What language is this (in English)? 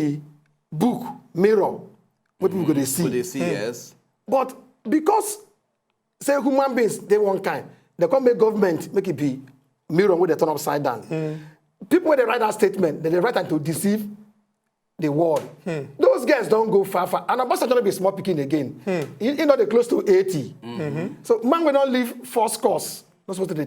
Nigerian Pidgin